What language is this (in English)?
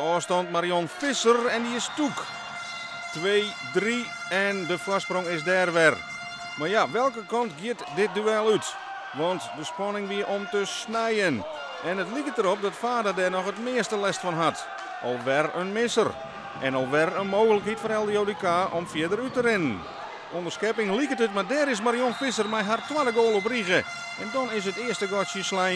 Western Frisian